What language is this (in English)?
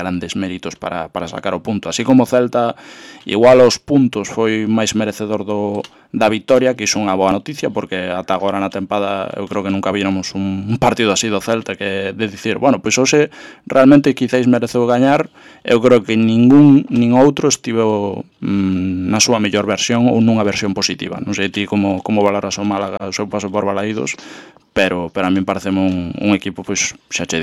Galician